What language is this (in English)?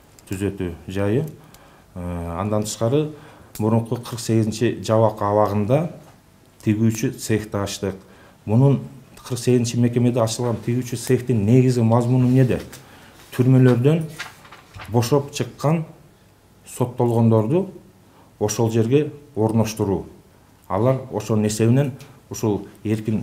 Kyrgyz